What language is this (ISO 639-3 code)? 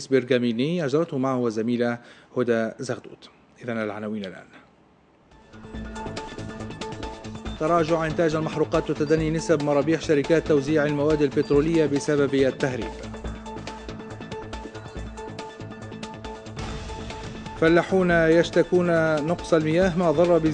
aeb